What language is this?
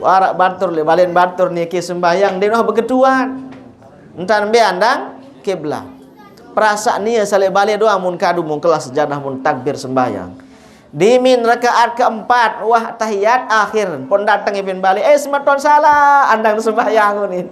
Sasak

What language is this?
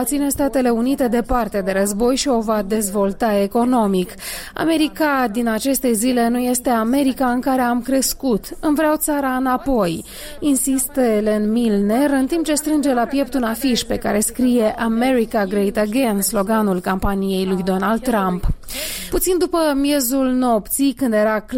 Romanian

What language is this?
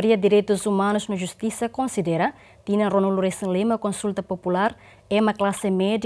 Tetum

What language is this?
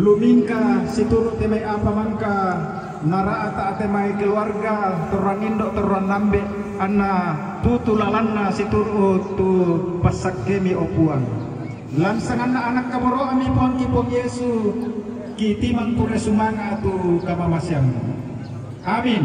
Toraja-Sa'dan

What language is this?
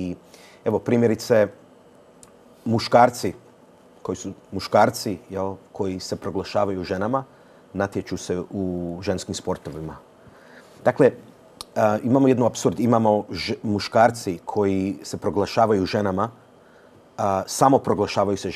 Croatian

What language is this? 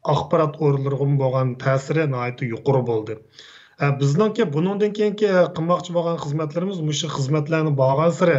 Uyghur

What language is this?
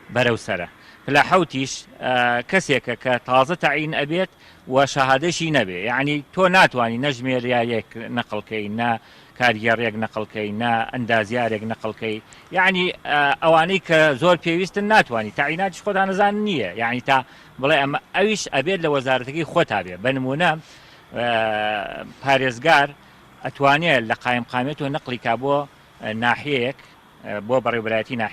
Central Kurdish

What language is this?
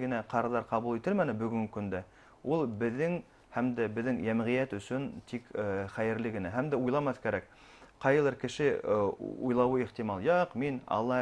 Bashkir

